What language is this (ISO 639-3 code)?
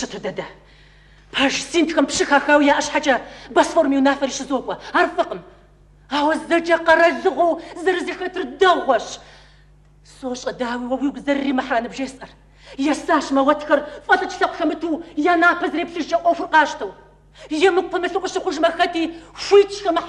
kbd